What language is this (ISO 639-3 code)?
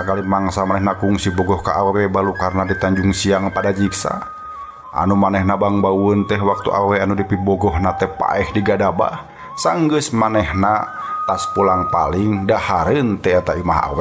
sun